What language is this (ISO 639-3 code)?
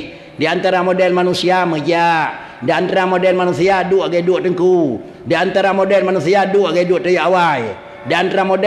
ace